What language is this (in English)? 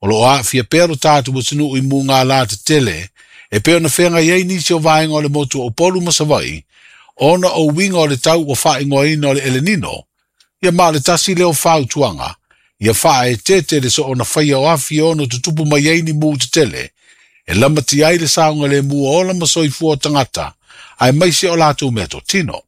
Samoan